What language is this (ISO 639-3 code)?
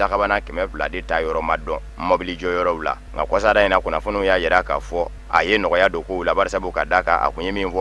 bam